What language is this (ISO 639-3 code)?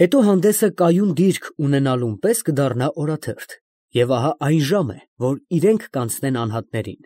hye